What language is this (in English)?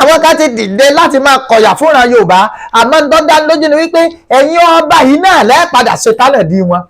Yoruba